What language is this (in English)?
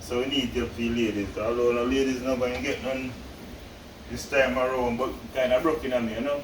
Jamaican Creole English